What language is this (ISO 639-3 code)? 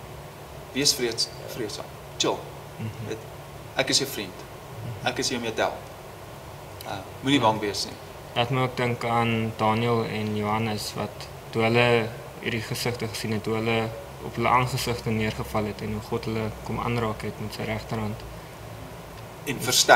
afr